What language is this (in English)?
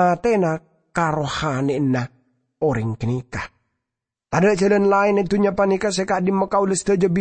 Madurese